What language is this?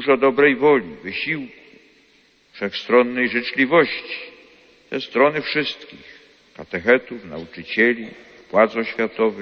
Polish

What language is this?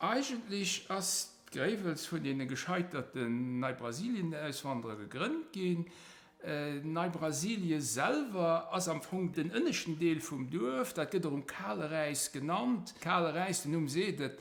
Luxembourgish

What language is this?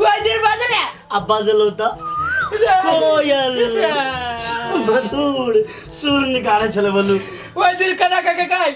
Maithili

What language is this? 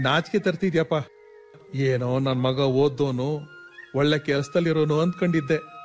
Kannada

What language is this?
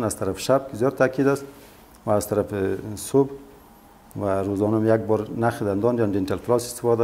Persian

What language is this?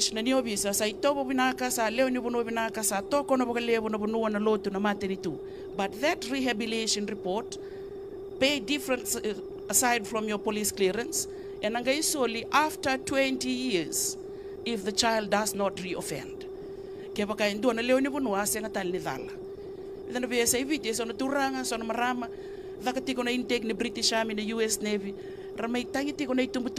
Fijian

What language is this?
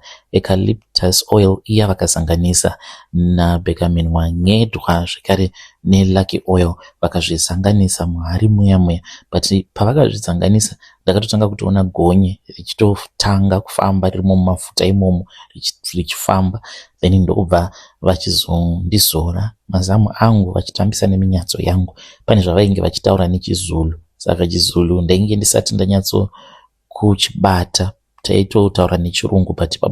Shona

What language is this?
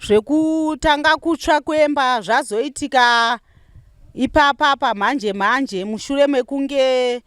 Shona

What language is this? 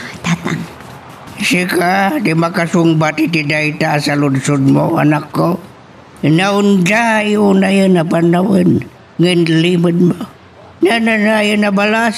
Iloko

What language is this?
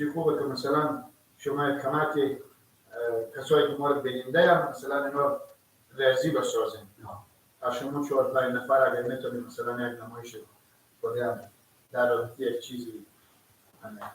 Persian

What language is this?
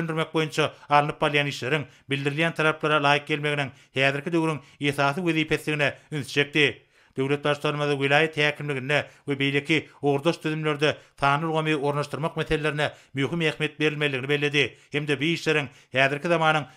Turkmen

